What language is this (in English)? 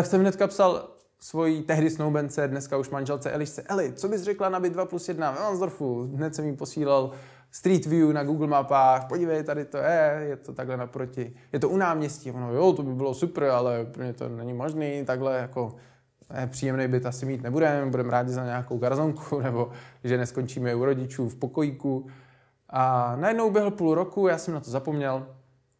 Czech